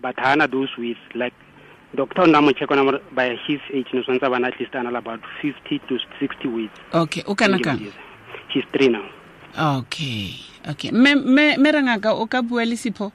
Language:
Tswana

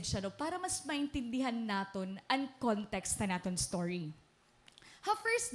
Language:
Waray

